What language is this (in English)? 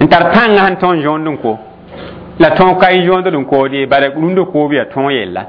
Mossi